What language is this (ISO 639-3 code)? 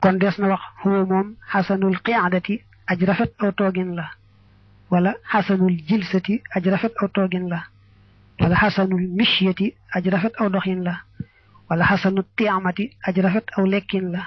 wol